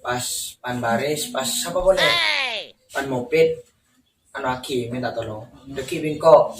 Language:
Madurese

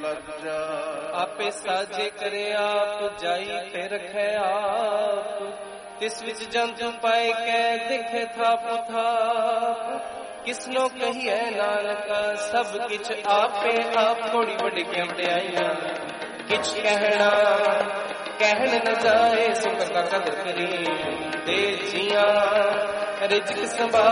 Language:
Punjabi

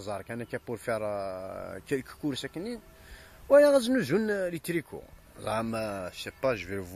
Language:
Kabyle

